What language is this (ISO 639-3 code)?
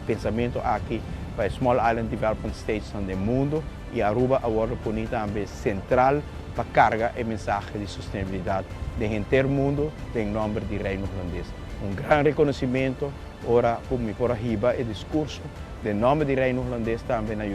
pap